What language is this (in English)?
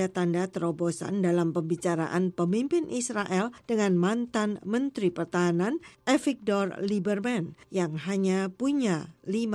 Indonesian